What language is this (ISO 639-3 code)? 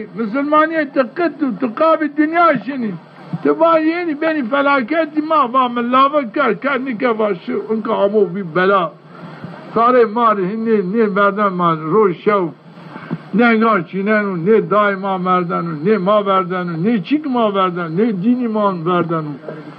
zza